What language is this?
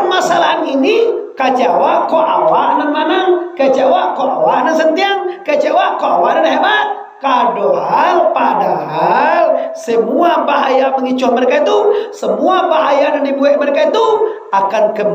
Minangkabau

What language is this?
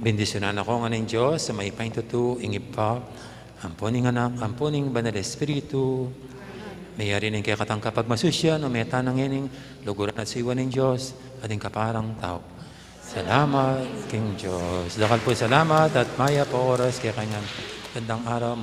Pampanga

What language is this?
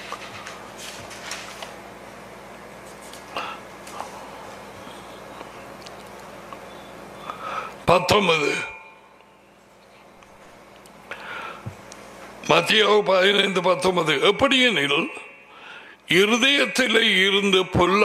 Tamil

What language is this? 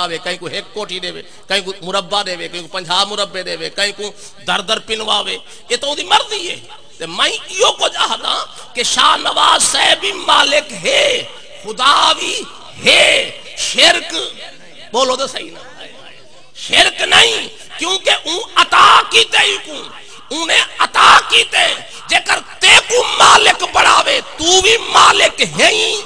Saraiki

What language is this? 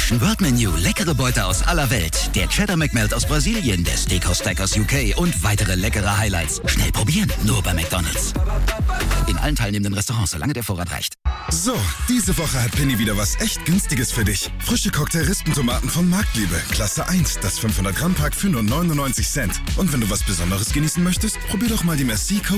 German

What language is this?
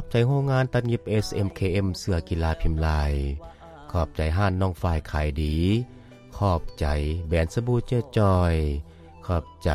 Lao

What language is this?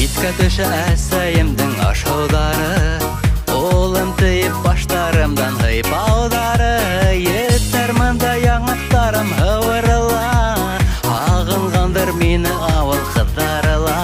Bashkir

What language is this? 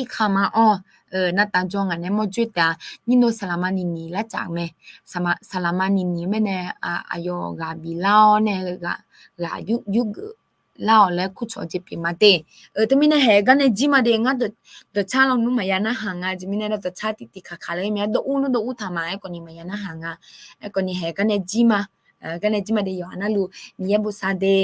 Akha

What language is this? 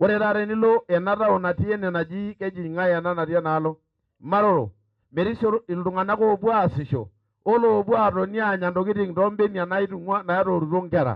Masai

